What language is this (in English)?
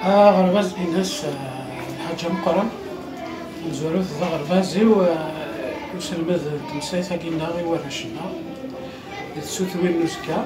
Kabyle